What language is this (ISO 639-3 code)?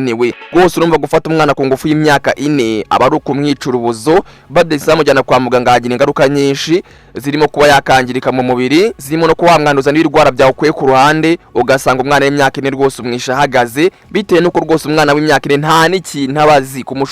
kin